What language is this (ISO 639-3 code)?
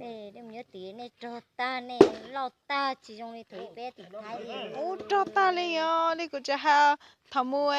hmn